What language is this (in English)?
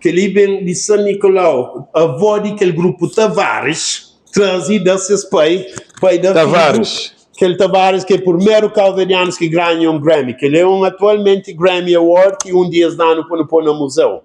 Kabuverdianu